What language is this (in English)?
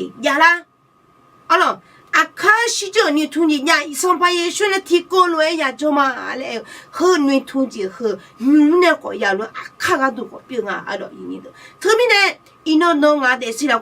Akha